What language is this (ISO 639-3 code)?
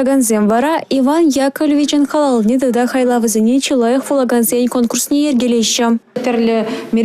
chv